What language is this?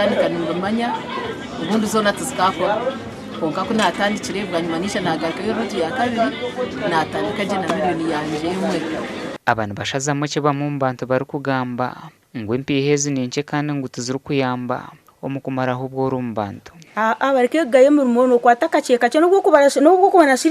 Nyankole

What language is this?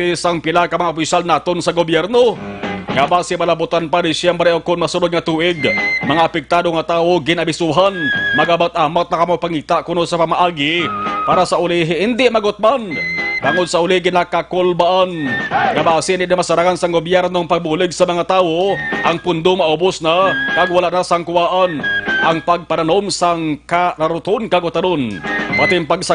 Hiligaynon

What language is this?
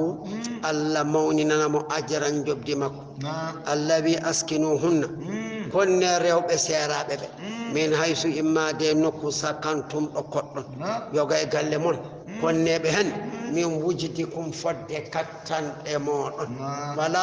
Fula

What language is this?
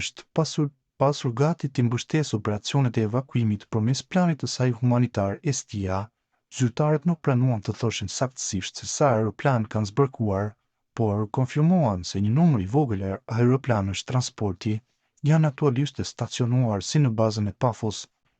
Albanian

